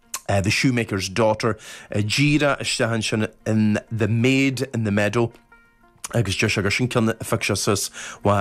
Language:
Irish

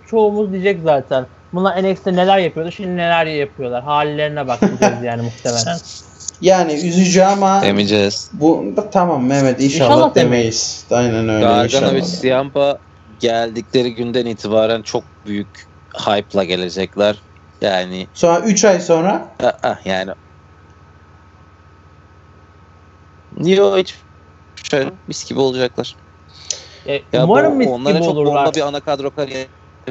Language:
Turkish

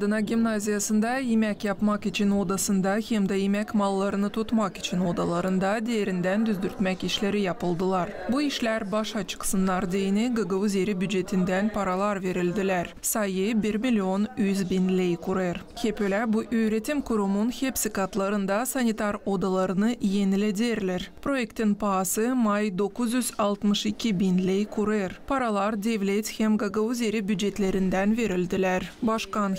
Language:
Gagauz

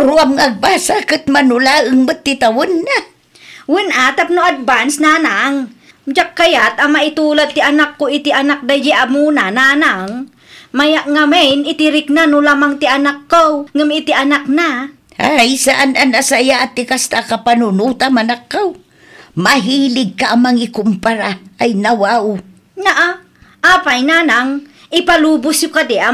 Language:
Iloko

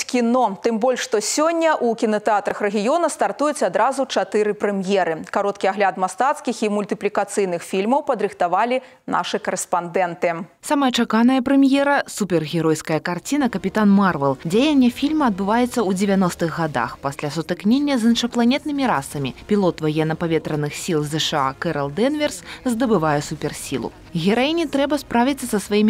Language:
Belarusian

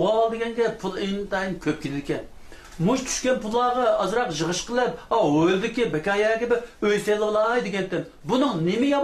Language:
Uyghur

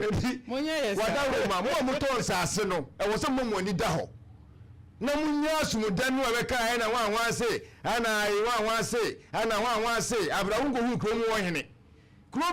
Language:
Akan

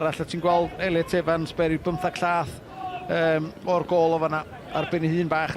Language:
Welsh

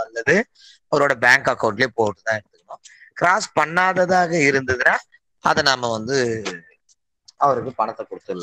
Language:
Tamil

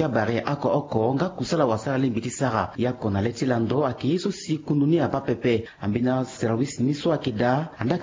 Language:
Sango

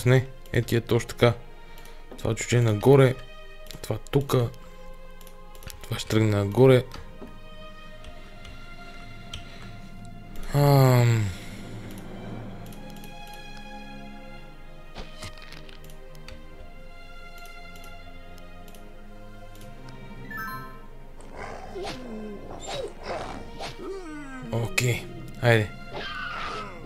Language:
Bulgarian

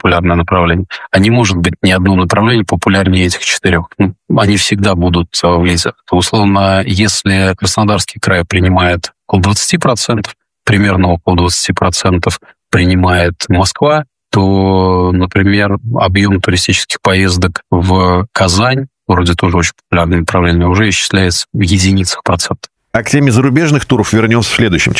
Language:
Russian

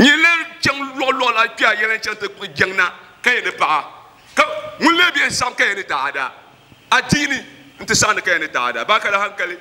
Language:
Dagbani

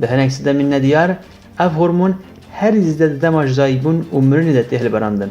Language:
Kurdish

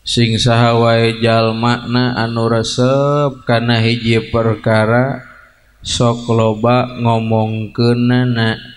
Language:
Sundanese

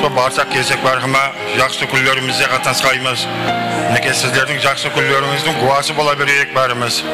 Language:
Kara-Kalpak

